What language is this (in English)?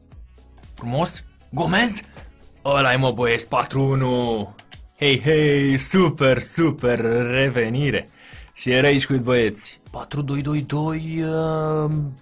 Romanian